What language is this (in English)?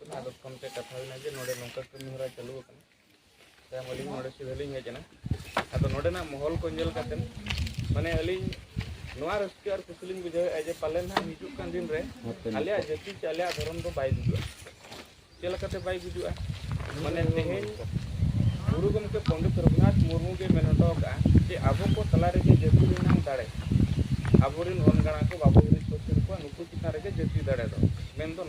Santali